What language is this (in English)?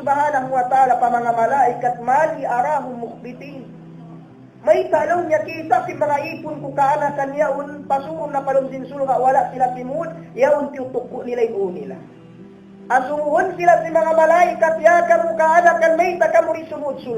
Tausug